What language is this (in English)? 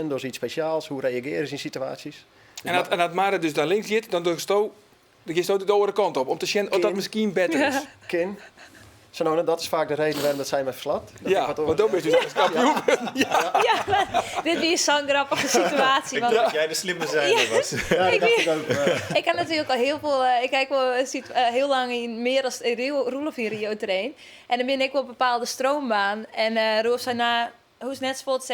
Western Frisian